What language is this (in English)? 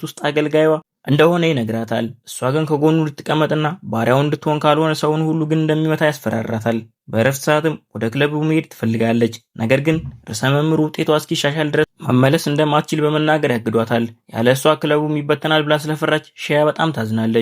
Amharic